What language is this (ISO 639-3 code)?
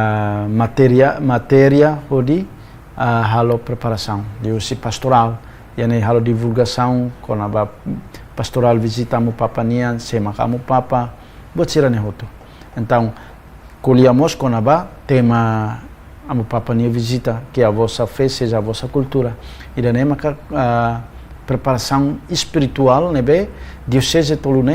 tet